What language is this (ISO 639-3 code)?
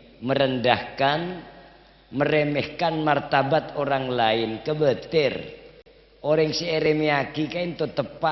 mad